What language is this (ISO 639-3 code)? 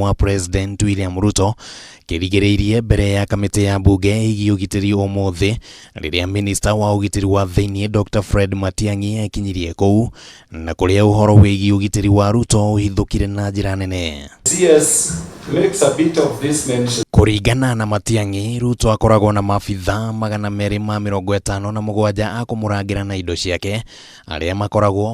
kik